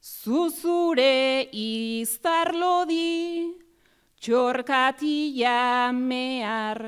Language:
Basque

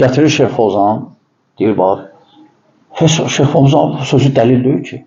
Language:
Azerbaijani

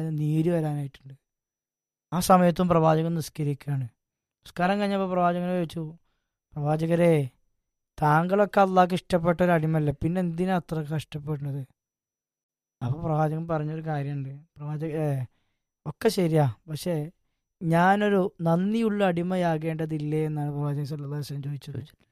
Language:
Malayalam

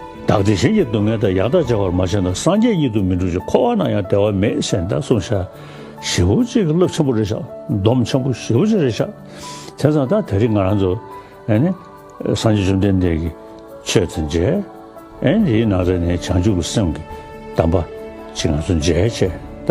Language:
Tibetan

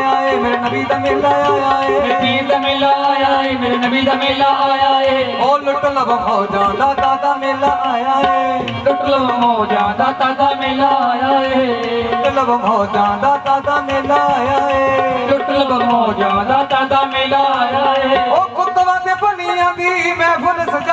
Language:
Punjabi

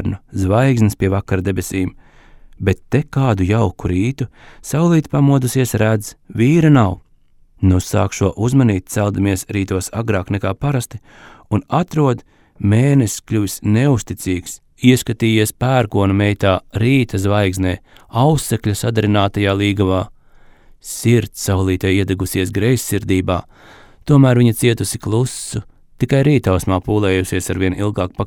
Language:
Latvian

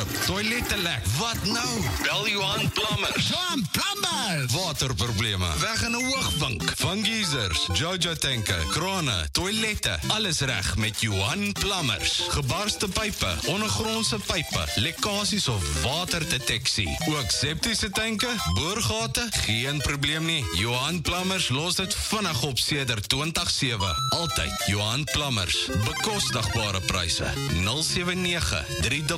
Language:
Afrikaans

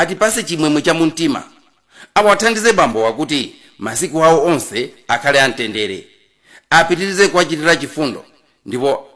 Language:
Nyanja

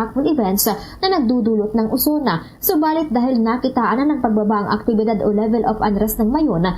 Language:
Hiligaynon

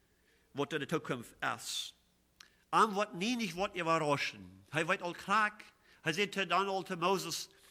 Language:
Plautdietsch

